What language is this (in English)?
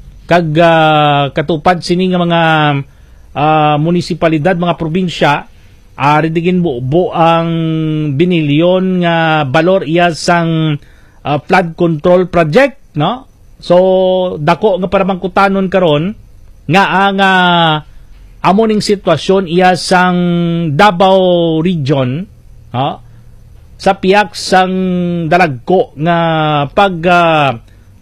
Hiligaynon